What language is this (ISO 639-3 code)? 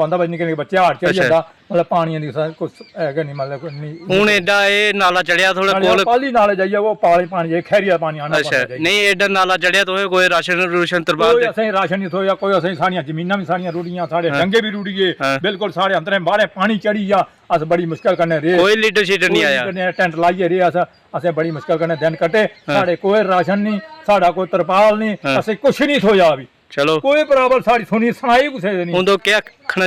doi